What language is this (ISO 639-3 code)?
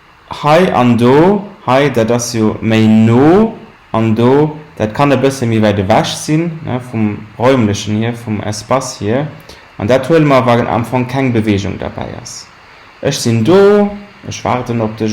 ltz